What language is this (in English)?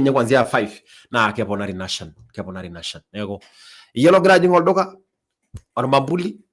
Masai